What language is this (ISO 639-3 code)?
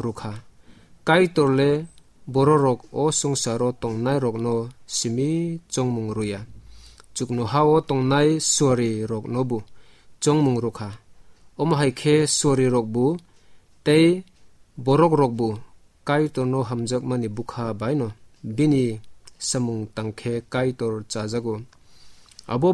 trp